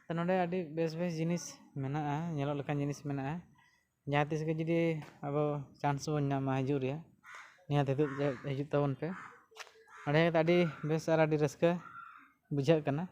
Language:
Santali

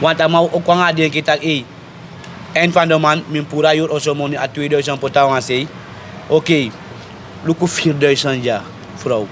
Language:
Sranan Tongo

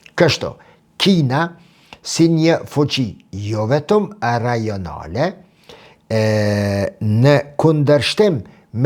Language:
Albanian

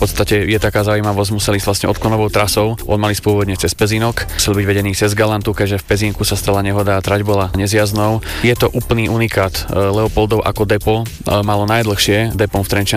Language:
Slovak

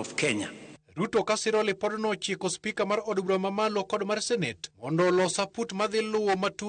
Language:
Luo (Kenya and Tanzania)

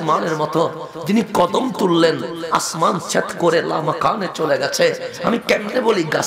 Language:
Bangla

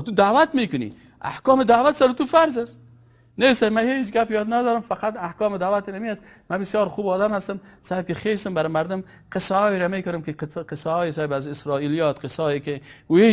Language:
Persian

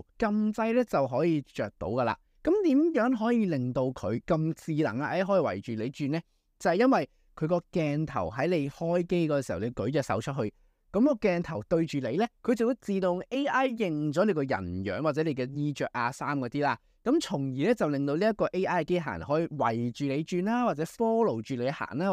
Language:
Cantonese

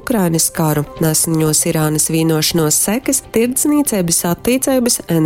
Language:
Latgalian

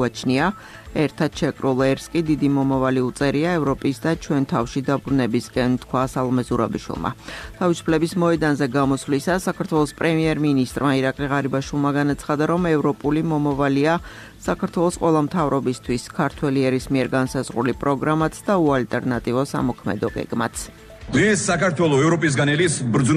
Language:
Georgian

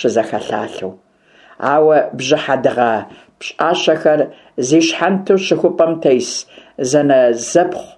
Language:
Kabardian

